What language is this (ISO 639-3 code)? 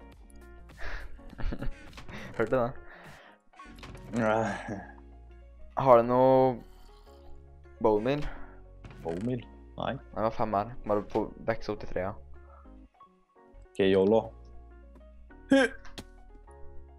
nor